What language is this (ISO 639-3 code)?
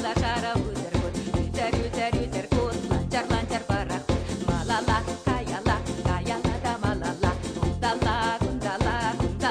chv